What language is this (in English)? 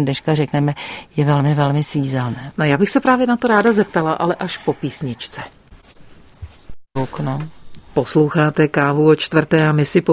Czech